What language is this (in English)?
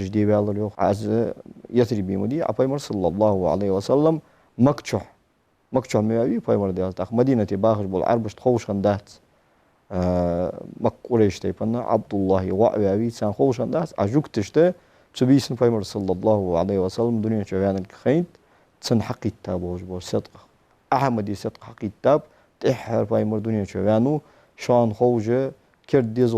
Ingush